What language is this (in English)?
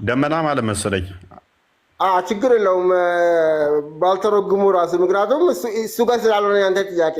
Amharic